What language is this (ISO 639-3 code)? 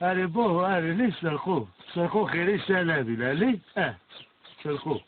kur